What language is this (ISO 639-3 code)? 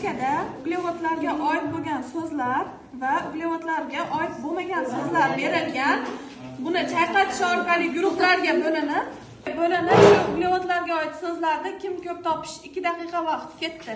uzb